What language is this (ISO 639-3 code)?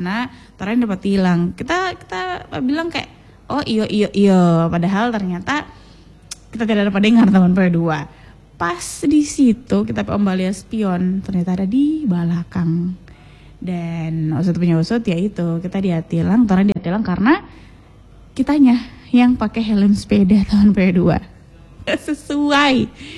ind